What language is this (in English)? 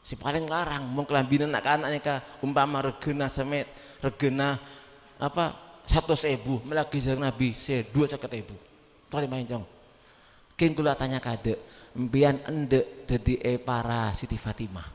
Madurese